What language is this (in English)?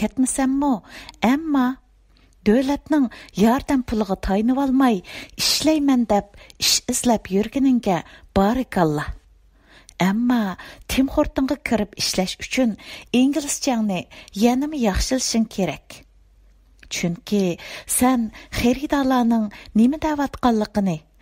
Uyghur